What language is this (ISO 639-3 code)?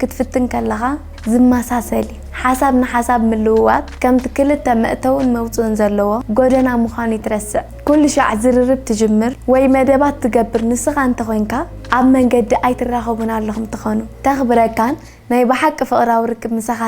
tir